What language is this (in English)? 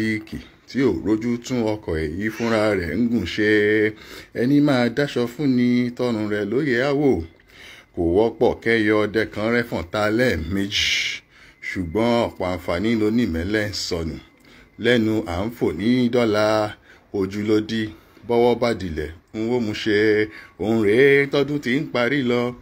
Yoruba